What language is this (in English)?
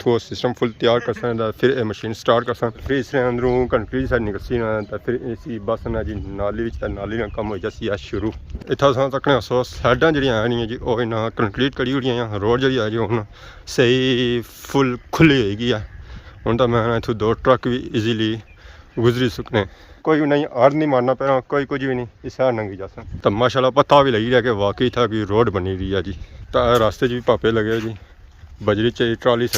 Pahari-Potwari